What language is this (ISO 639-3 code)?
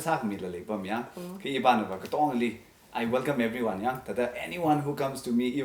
nmf